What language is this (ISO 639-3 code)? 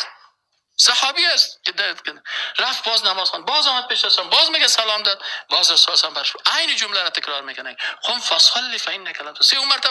fas